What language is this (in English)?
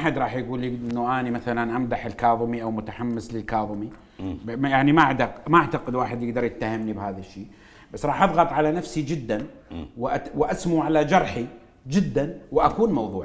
Mesopotamian Arabic